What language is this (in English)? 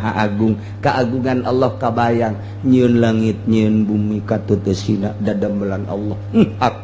Sundanese